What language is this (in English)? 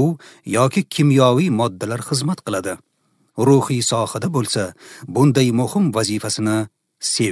Uzbek